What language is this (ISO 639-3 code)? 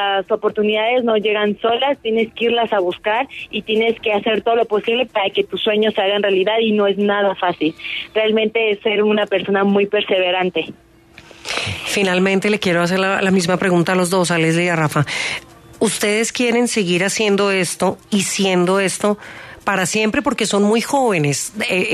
spa